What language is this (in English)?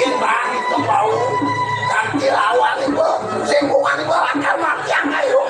Balinese